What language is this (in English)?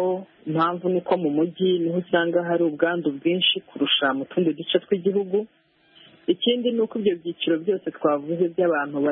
Kinyarwanda